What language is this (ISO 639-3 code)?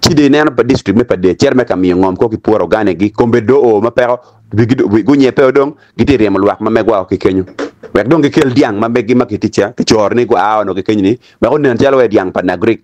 ach